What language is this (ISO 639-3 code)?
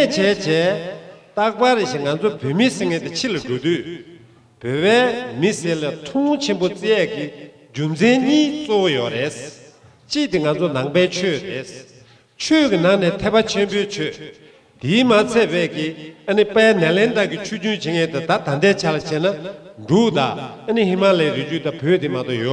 bod